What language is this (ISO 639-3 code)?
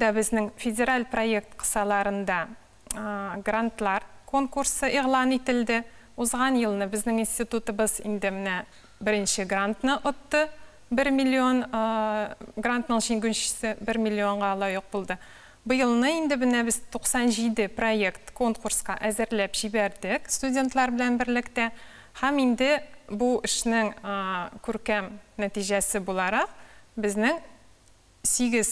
tat